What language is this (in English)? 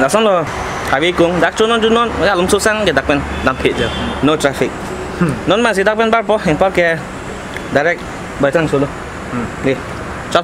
Karbi